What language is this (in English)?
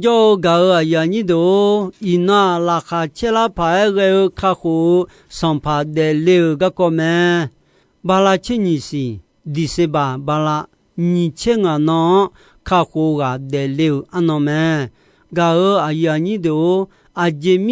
Akha